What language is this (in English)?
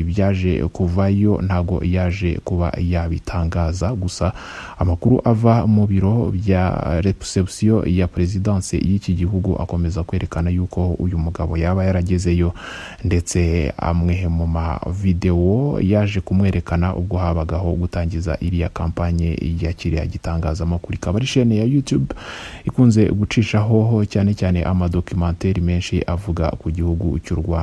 Kinyarwanda